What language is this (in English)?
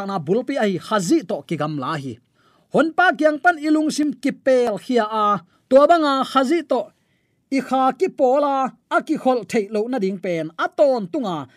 Tedim Chin